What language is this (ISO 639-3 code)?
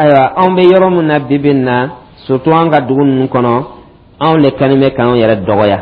dyu